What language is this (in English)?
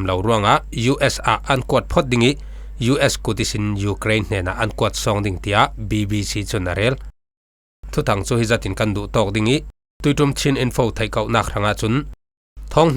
Falam Chin